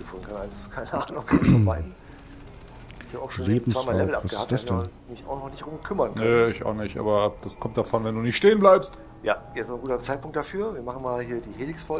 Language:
German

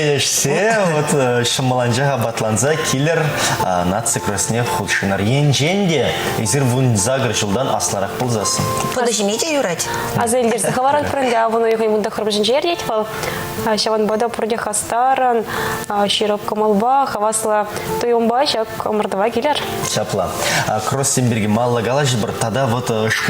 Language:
Chuvash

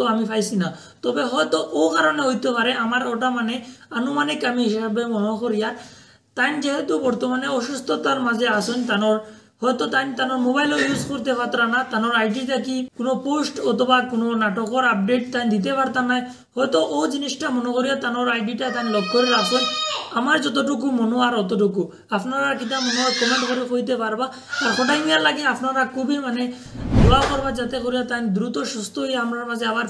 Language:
Sylheti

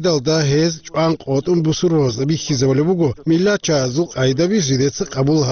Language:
Avaric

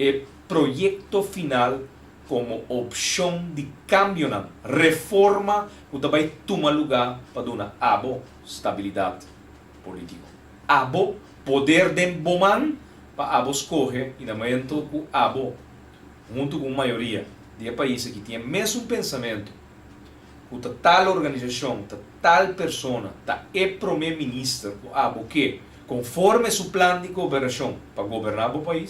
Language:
Papiamento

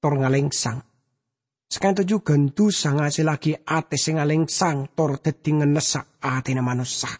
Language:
Madurese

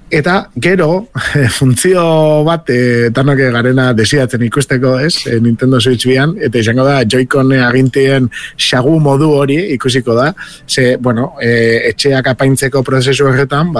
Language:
Basque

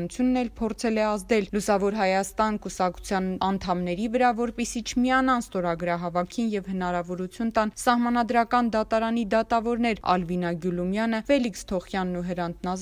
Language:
Armenian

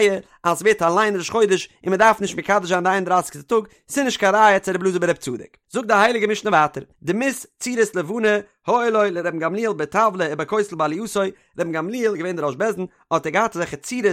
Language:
Yiddish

